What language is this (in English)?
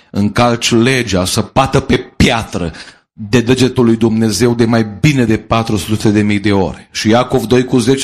Romanian